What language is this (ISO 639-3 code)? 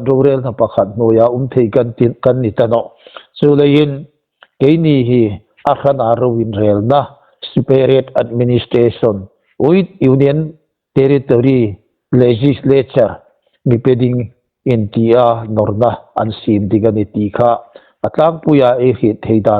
hmr